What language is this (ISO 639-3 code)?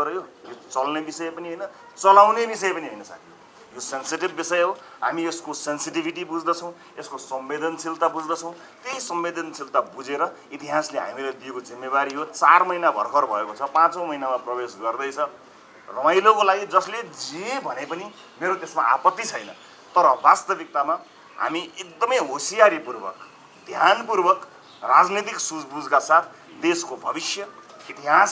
nep